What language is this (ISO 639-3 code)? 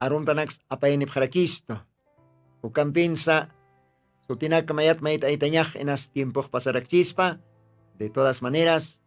aym